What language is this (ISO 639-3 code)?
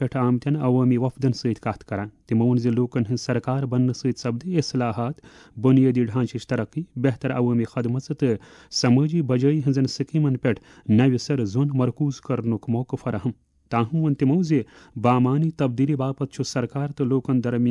kas